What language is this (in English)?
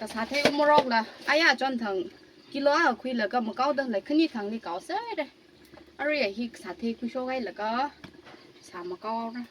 Tangkhul Naga (India)